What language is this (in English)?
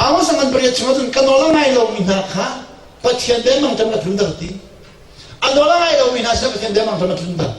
Hakha Chin